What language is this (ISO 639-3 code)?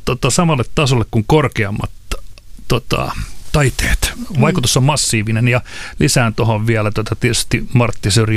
fin